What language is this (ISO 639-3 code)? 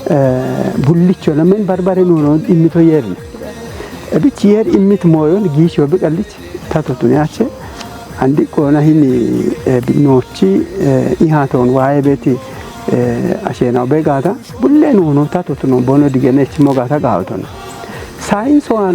kbr